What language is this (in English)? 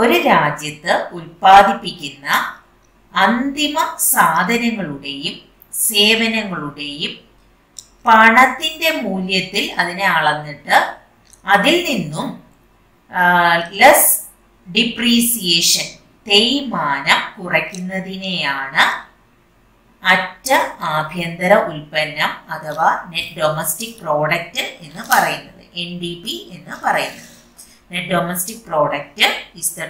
Malayalam